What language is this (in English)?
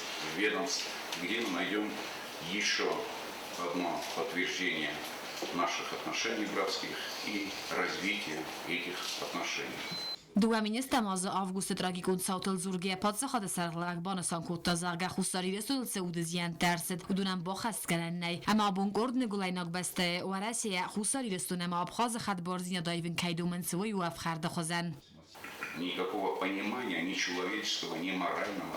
Ossetic